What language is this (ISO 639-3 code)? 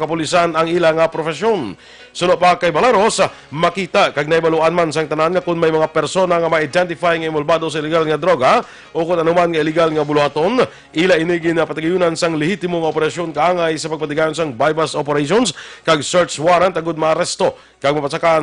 hil